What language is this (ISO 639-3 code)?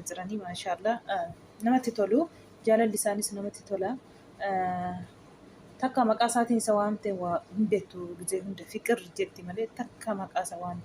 orm